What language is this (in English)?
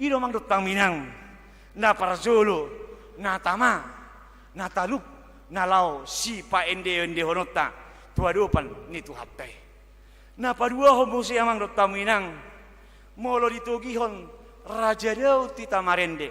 Batak Toba